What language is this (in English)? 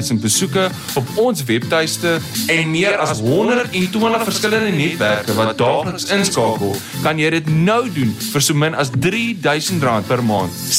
Afrikaans